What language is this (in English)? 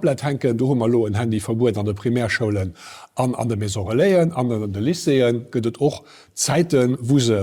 Luxembourgish